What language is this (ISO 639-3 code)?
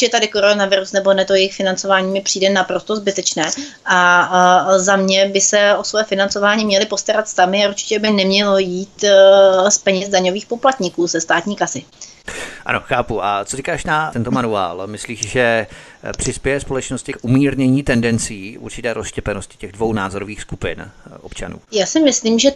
ces